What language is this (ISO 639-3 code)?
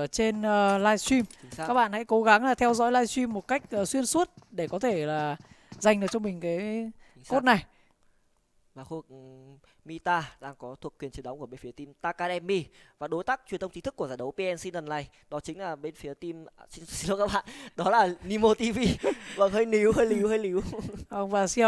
vie